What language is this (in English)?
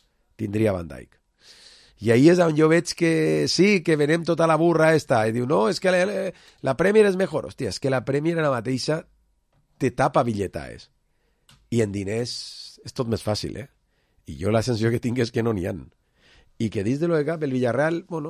Catalan